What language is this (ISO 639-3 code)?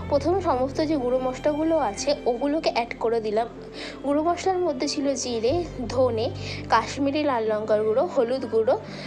ben